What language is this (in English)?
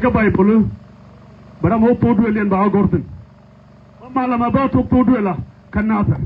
Nuer